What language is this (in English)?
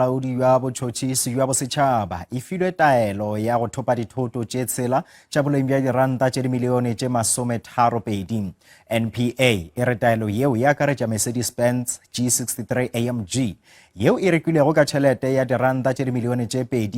Northern Sotho